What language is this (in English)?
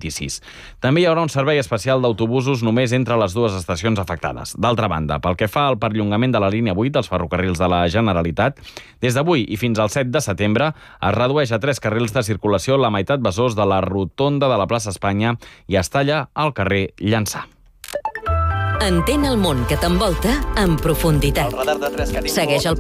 Catalan